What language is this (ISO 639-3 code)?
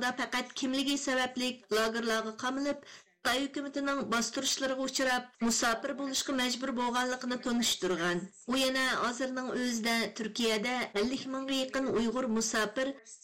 uig